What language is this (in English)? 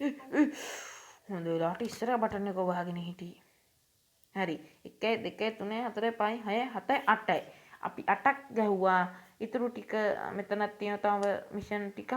Sinhala